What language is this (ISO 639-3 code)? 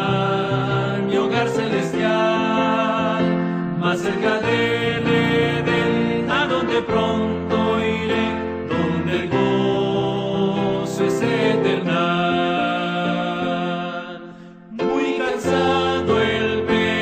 spa